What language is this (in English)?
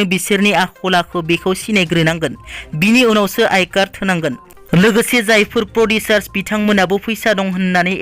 Bodo